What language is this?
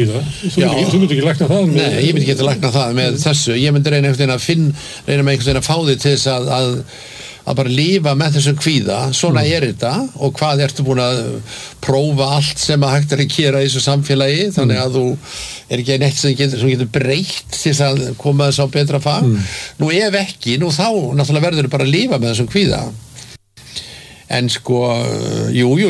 Icelandic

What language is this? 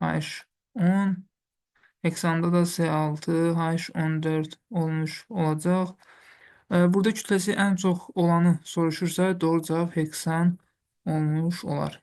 Azerbaijani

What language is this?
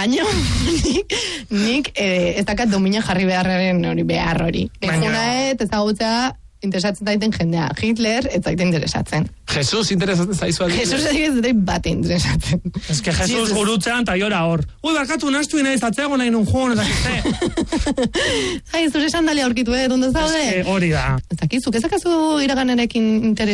Basque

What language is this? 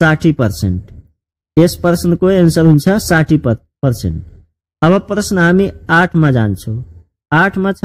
Nepali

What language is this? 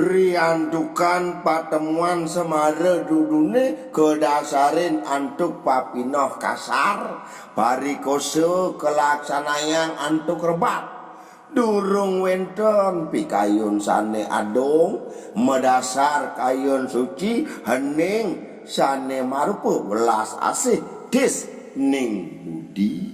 Balinese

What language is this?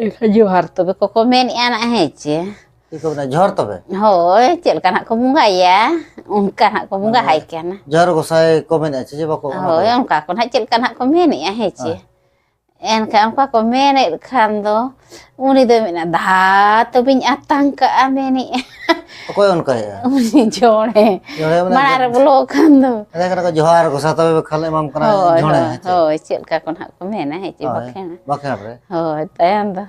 Santali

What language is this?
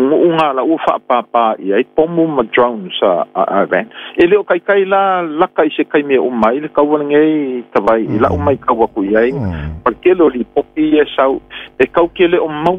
Samoan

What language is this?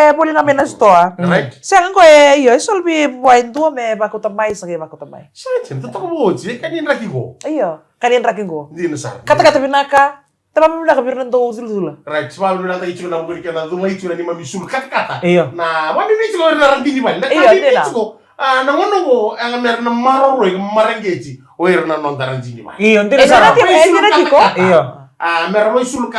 Fijian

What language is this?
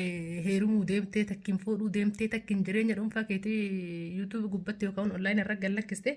Oromo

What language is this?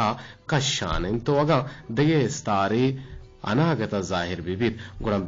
Eastern Balochi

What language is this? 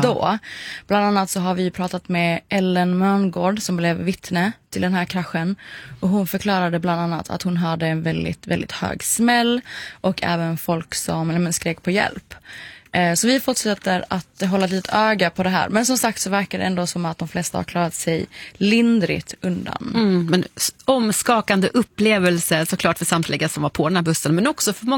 Swedish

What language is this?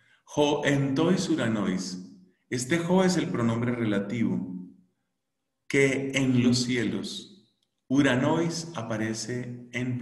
Spanish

